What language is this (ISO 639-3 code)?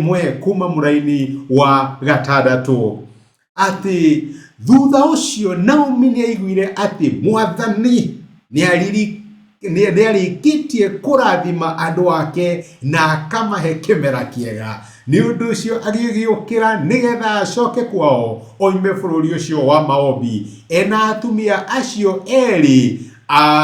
kik